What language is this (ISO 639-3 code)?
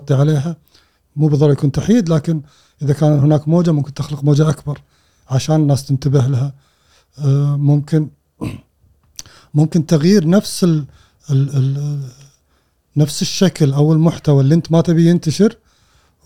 afb